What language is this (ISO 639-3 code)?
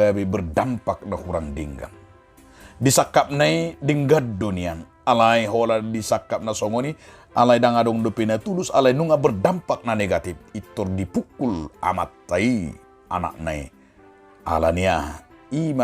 bbc